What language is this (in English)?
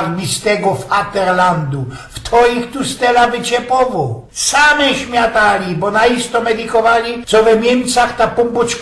Silesian